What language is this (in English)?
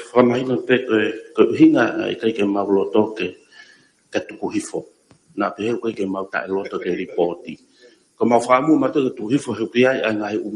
Tongan